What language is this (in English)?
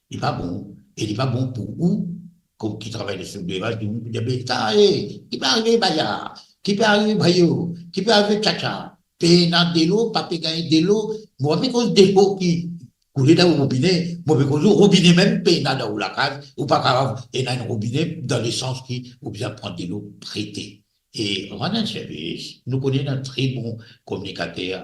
Morisyen